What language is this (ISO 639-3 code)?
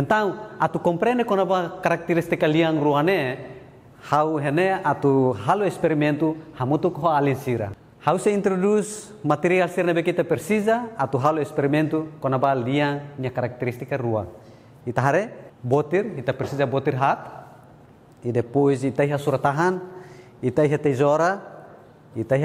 tet